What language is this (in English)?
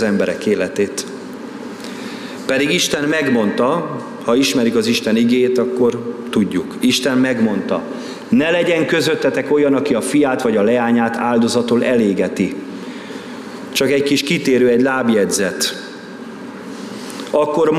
Hungarian